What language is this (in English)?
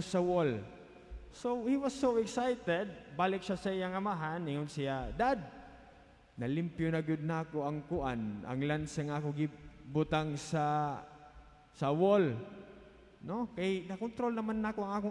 Cebuano